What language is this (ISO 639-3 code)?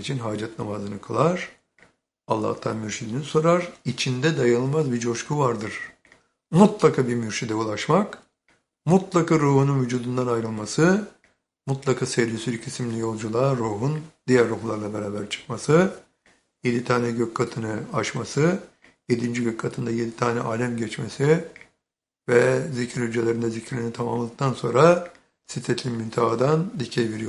tur